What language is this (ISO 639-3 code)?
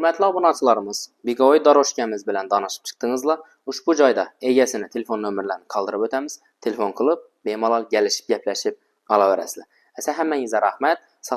uzb